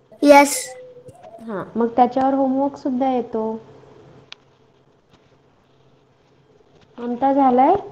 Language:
Marathi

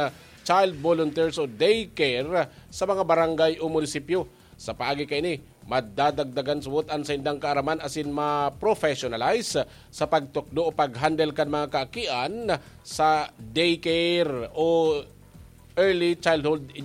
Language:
Bikol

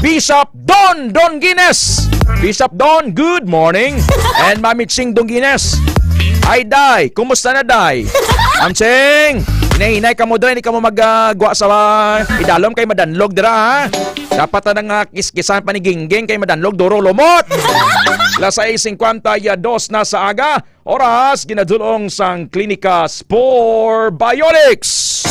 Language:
Hiligaynon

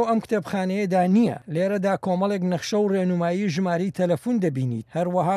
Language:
Central Kurdish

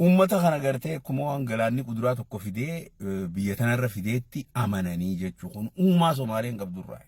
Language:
Oromo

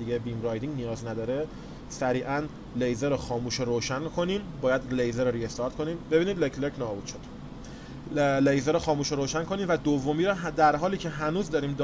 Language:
Persian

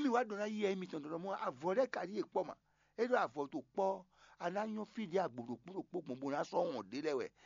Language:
Fon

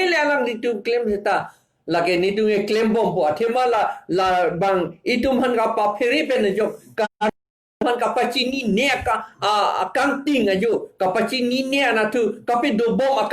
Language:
Karbi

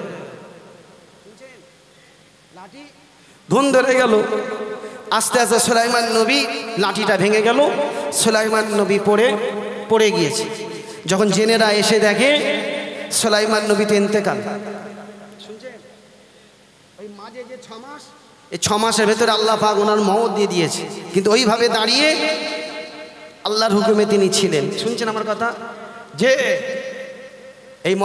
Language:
Bangla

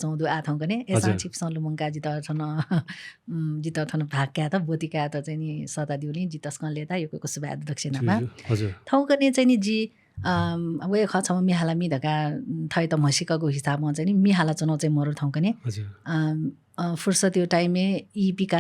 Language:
Newari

